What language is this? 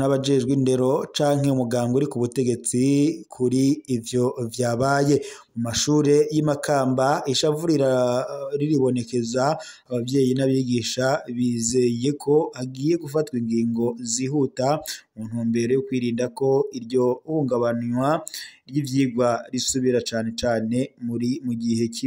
Rundi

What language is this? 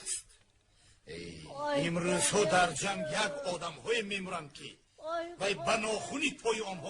Tajik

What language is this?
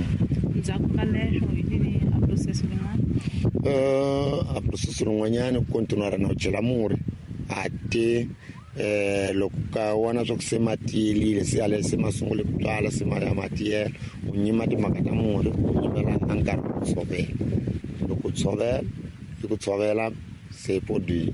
Tsonga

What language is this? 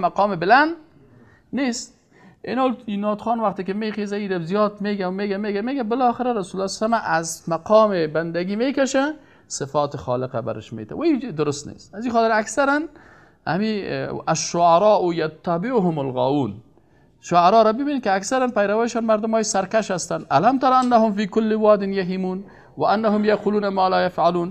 Persian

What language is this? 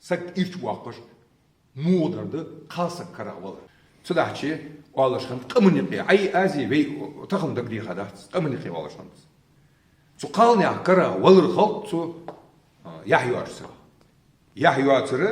Ingush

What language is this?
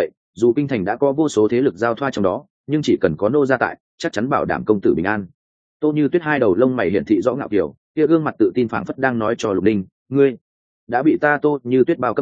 Vietnamese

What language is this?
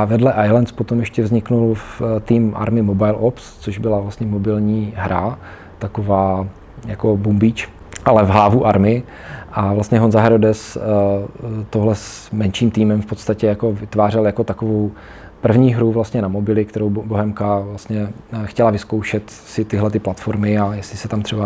Czech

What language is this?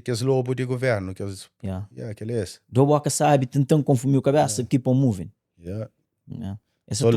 Kabuverdianu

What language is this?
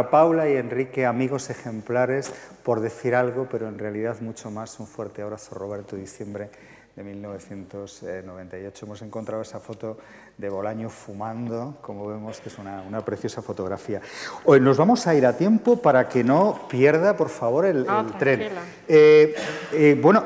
Spanish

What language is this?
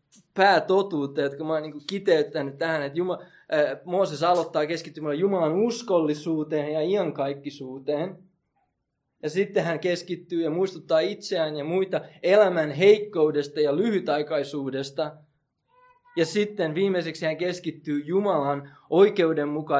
Finnish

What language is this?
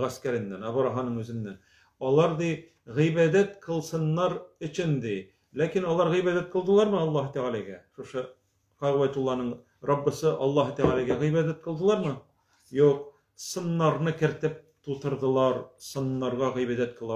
Tatar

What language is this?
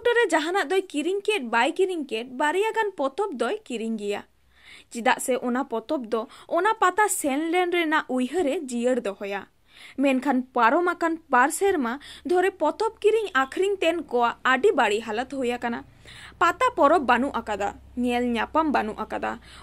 Santali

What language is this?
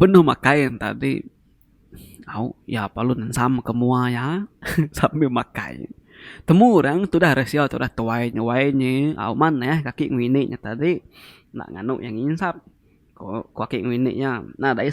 Iban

